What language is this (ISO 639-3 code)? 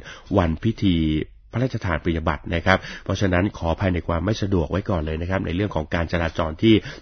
tha